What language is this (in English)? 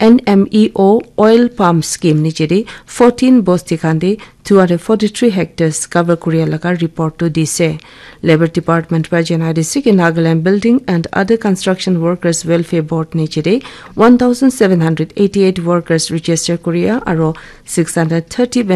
Naga Pidgin